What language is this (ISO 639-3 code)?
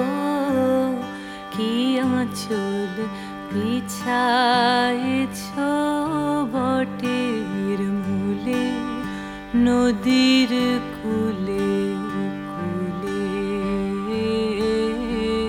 ben